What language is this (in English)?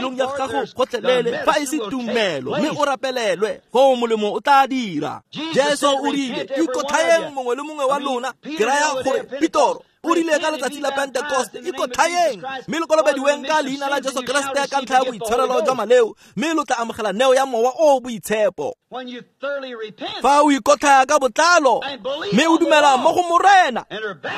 Tswana